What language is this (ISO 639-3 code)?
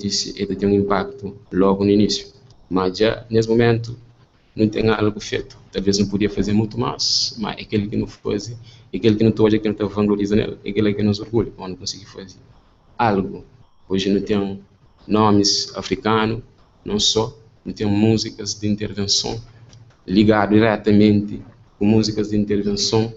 kea